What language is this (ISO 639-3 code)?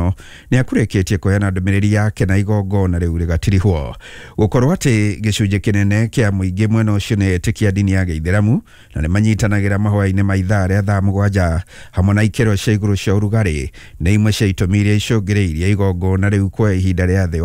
kik